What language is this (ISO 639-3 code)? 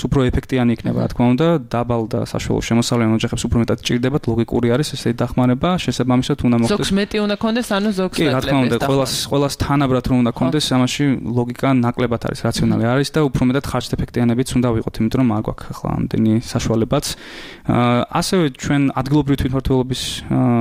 kat